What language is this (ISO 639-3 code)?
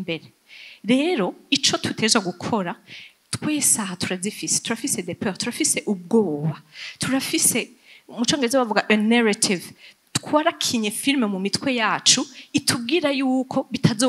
run